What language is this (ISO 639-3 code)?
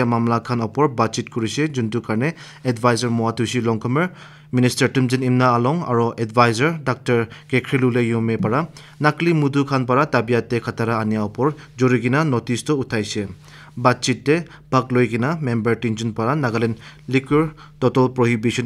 nag